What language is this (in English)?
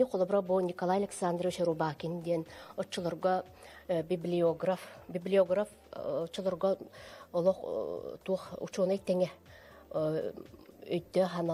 Yakut